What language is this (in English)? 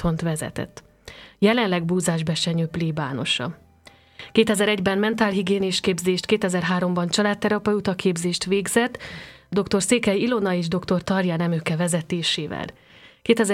Hungarian